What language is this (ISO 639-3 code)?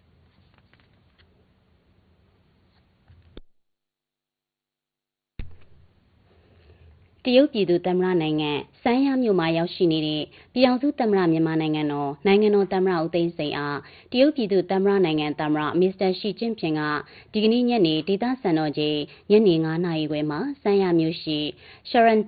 mya